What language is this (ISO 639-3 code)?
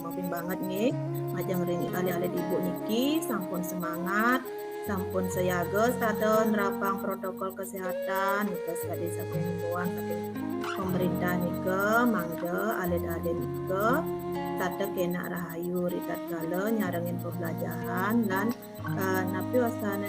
ban